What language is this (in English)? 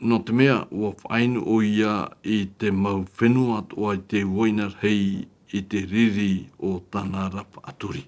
Tahitian